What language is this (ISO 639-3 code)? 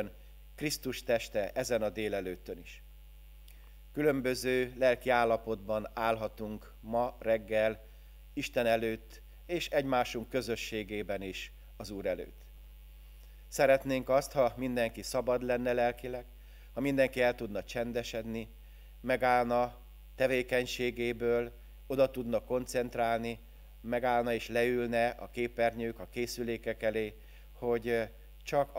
hun